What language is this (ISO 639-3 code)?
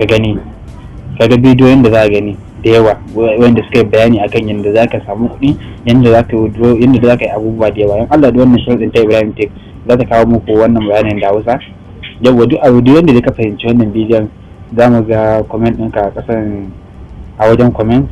hau